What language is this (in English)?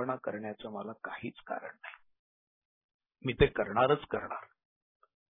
Marathi